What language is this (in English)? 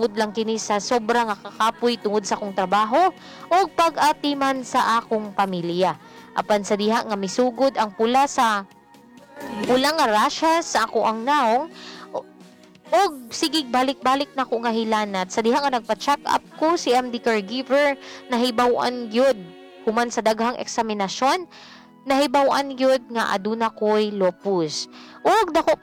Cebuano